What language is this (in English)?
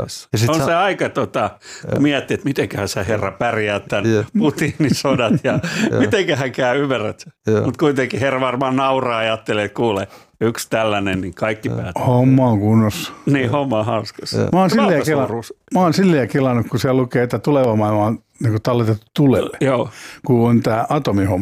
Finnish